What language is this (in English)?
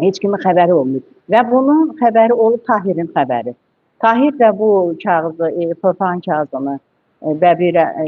Azerbaijani